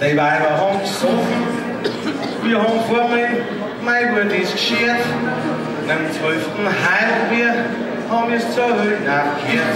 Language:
Bavarian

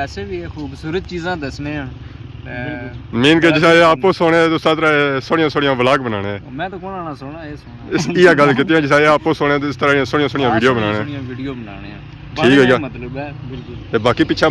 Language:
Pahari-Potwari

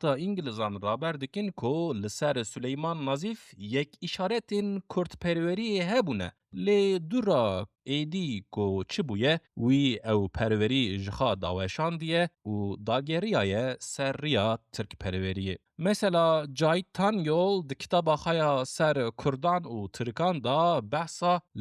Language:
Kurdish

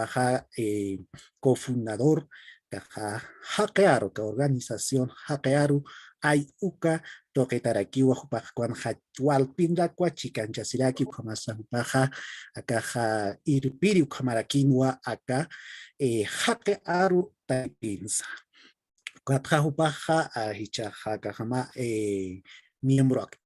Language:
Aymara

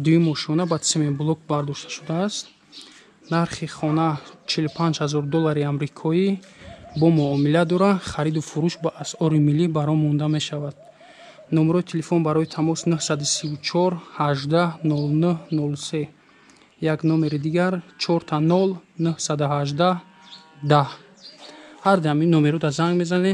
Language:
Tajik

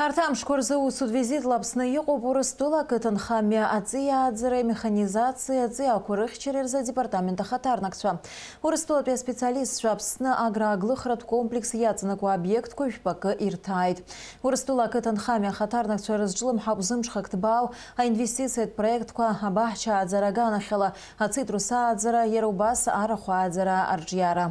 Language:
Abkhazian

